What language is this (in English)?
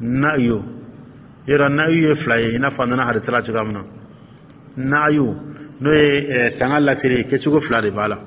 Dyula